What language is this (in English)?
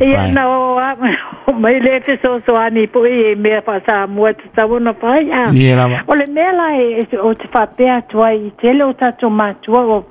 Samoan